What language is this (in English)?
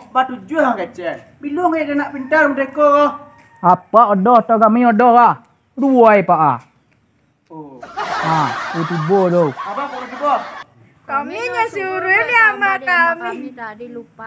Minangkabau